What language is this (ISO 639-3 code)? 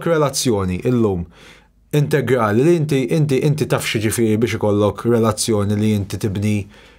mlt